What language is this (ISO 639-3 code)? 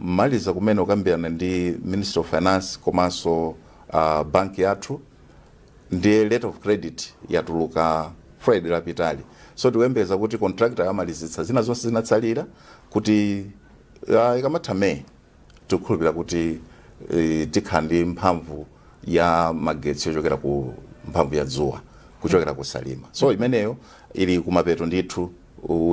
nya